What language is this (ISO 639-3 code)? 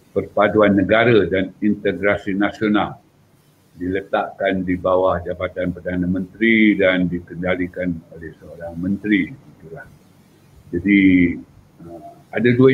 msa